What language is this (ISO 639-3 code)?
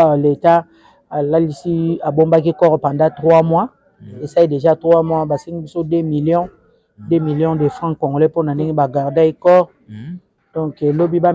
lin